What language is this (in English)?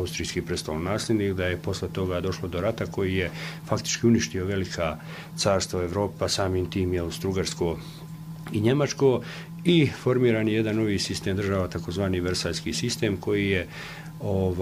Bosnian